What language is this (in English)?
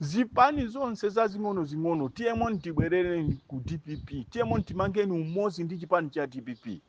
Nyanja